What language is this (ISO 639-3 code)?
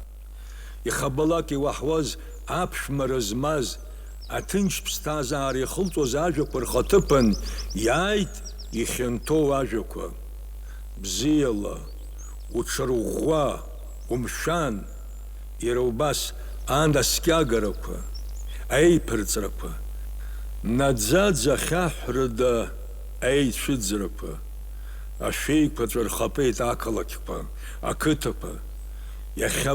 abk